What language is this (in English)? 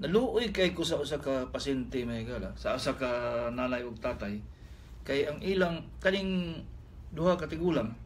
Cebuano